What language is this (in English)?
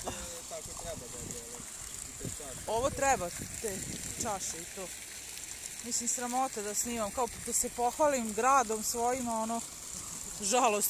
Serbian